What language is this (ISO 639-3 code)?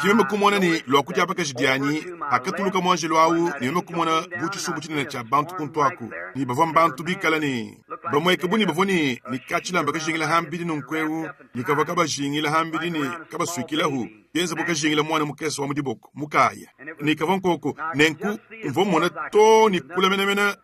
lua